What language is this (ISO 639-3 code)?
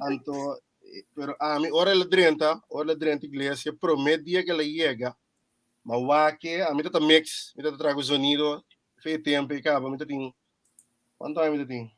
pap